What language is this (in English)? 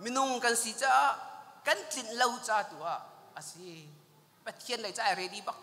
Hakha Chin